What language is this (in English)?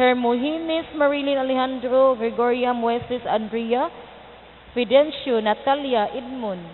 Cebuano